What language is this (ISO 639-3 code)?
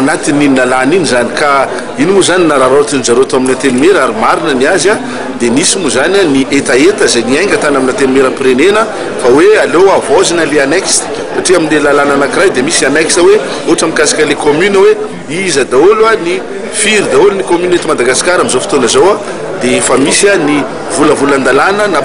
mlg